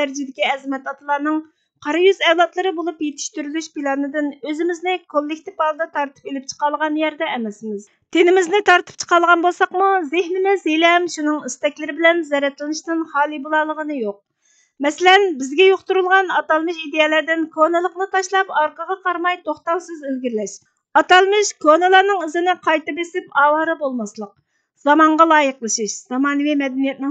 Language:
Uyghur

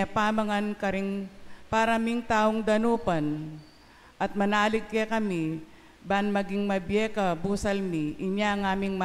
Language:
Pampanga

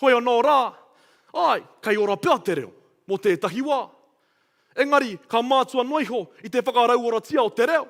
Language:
Māori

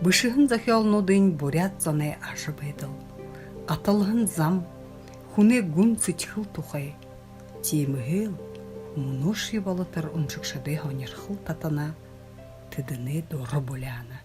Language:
Buriat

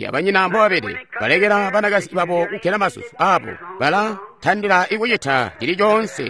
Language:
Tonga (Zambia)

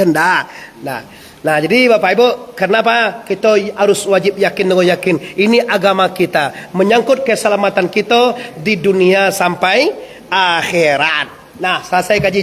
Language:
Minangkabau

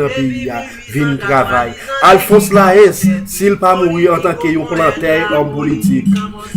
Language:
Haitian Creole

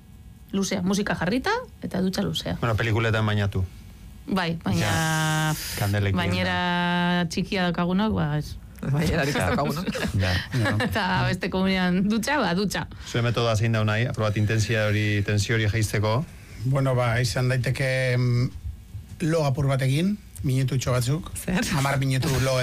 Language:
Basque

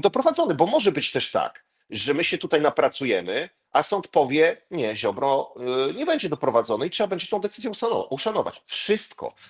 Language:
Polish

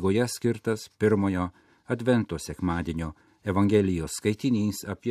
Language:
Lithuanian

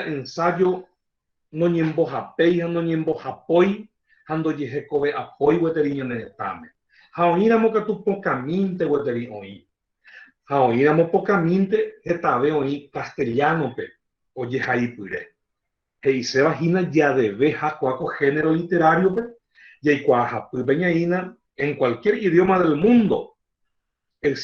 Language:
Guarani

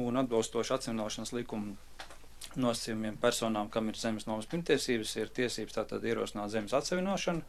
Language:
Latvian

